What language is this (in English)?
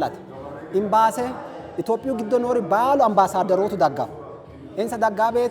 Sidamo